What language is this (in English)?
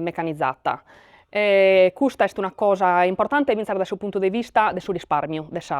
Sardinian